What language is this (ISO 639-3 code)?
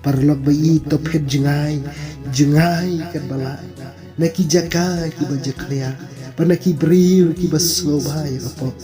kha